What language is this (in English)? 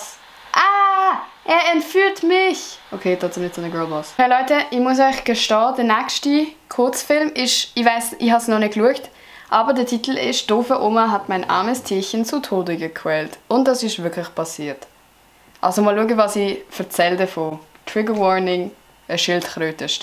Swiss German